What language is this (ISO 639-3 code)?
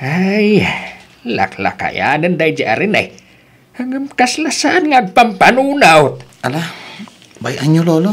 ilo